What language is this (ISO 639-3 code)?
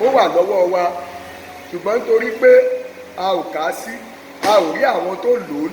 yor